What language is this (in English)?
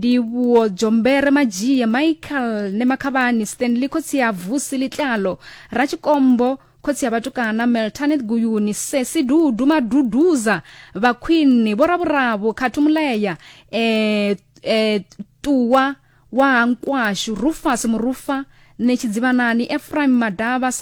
Venda